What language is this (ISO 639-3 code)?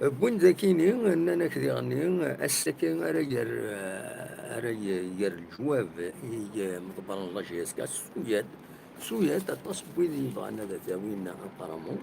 kab